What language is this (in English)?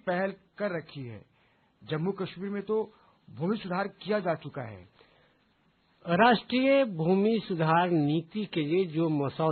Hindi